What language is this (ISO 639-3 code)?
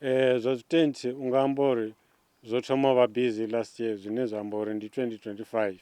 ven